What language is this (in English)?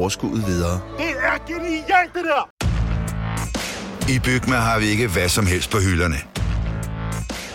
Danish